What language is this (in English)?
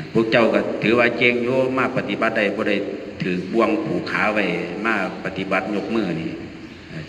Northeastern Thai